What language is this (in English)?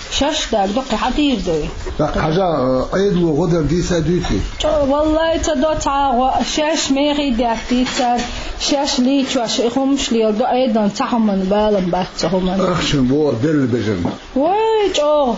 Chechen